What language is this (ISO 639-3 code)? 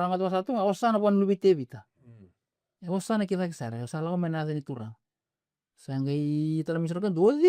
fij